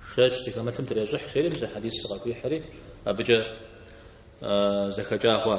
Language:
Kabardian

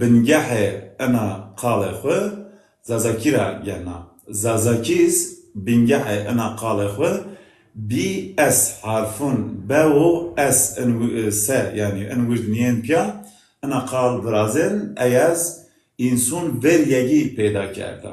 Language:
Zaza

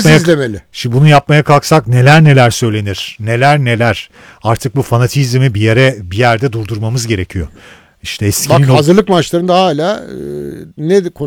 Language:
Turkish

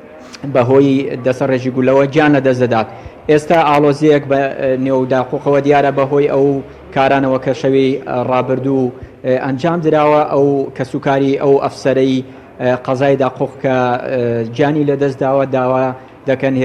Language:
Central Kurdish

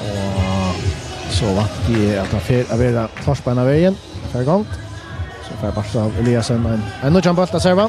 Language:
Faroese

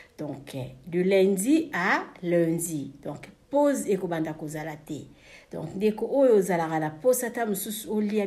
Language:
Lingala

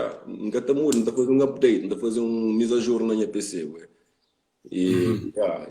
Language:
Kabuverdianu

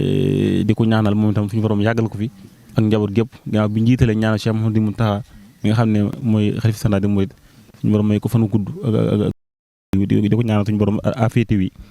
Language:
Wolof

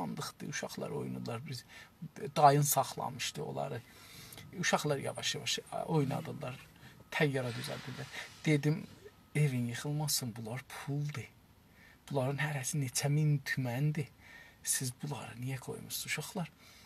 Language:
South Azerbaijani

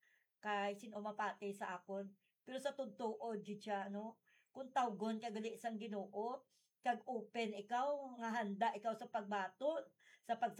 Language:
Hiligaynon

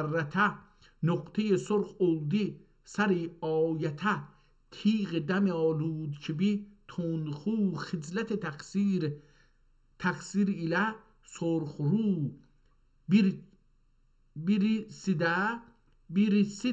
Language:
South Azerbaijani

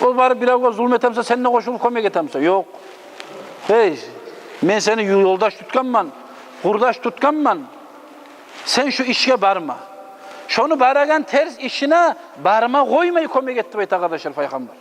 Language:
Kumyk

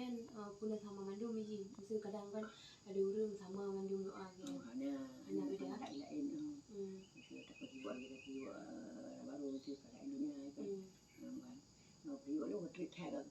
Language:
Achinese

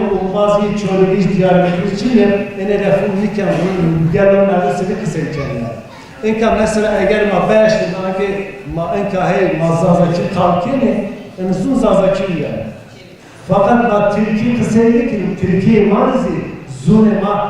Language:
Zaza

